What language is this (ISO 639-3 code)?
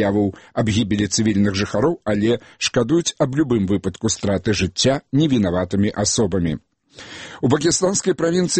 bel